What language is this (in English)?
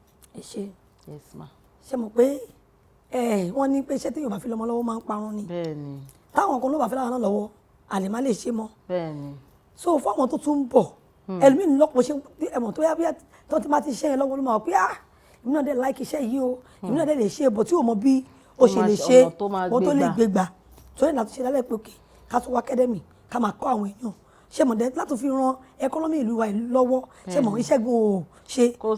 Yoruba